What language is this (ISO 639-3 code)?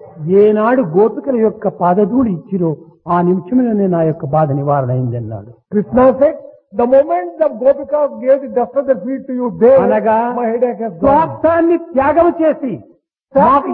tel